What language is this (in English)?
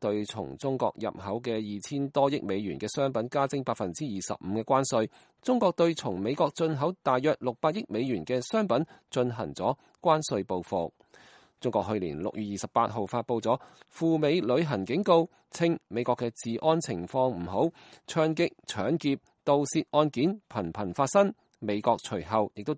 Cantonese